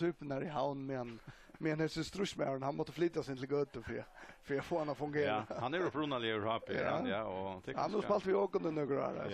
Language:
Faroese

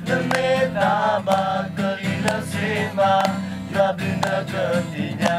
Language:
S'gaw Karen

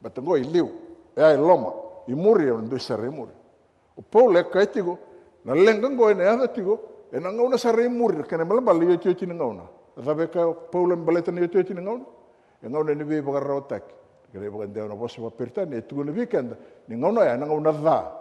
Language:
Fijian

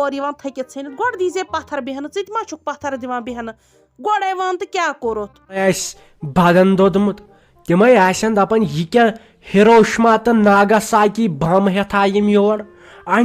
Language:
Kashmiri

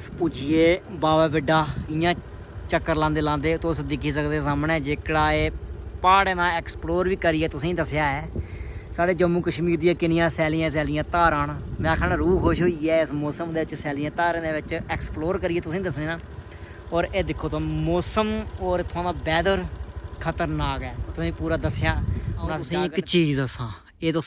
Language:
Dogri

